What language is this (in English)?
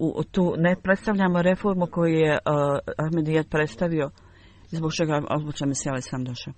Bosnian